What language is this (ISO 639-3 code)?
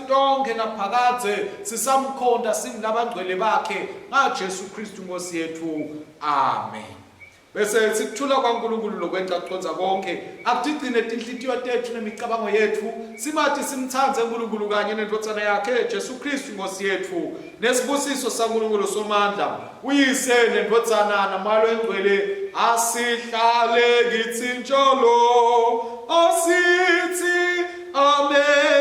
ssw